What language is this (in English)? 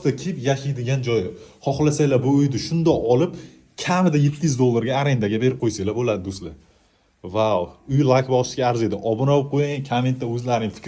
Uzbek